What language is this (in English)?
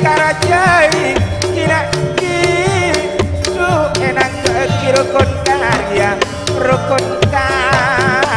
Madurese